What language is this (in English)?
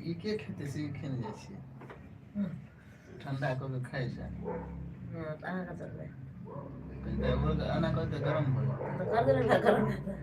Maithili